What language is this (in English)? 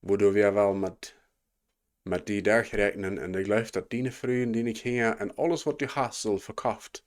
Plautdietsch